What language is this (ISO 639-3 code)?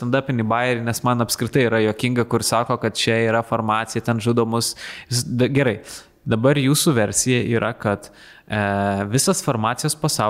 lit